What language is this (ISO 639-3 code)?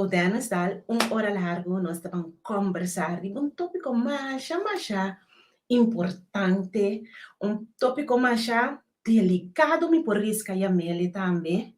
pap